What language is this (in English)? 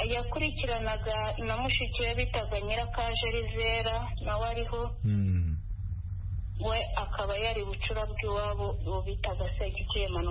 Kinyarwanda